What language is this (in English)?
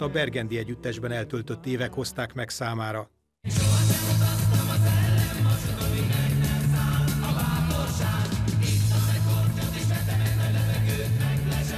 Hungarian